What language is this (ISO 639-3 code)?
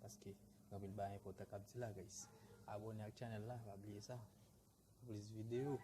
hat